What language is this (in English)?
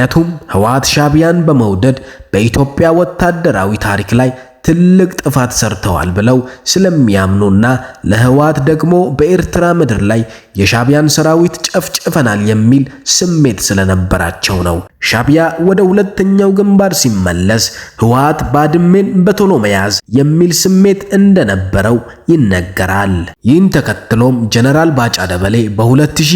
Amharic